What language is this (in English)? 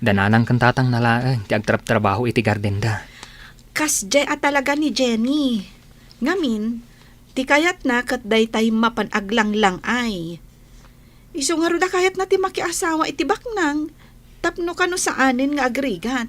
Iloko